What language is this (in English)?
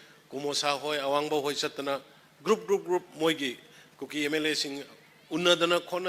Manipuri